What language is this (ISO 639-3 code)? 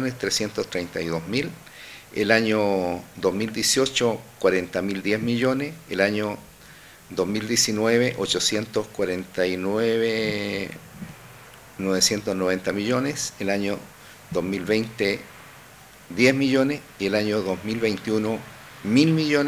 spa